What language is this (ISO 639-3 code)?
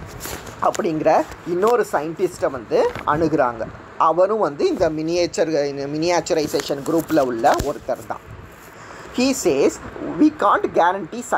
tam